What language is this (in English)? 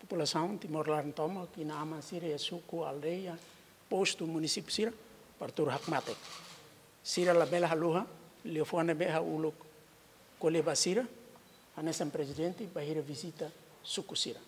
Tetum